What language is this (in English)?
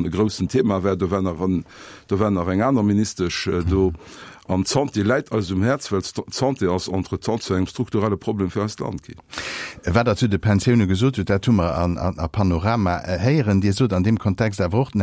Luxembourgish